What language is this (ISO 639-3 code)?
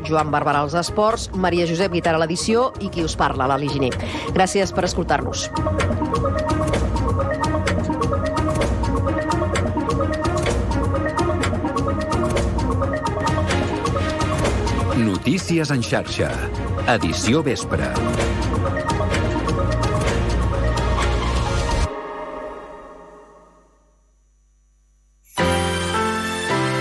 cat